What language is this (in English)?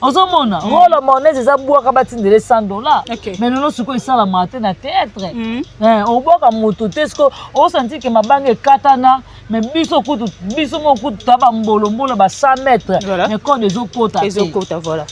Lingala